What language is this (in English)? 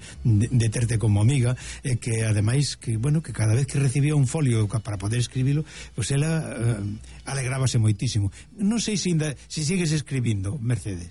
Galician